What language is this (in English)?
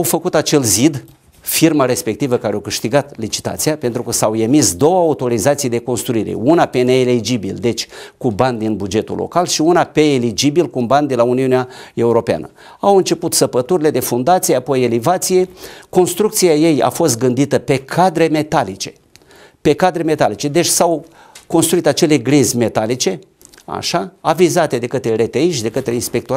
Romanian